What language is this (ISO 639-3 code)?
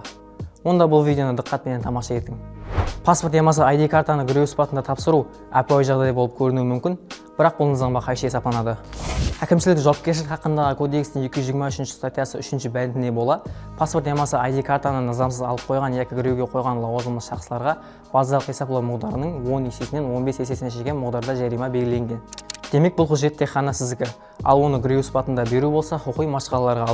kaa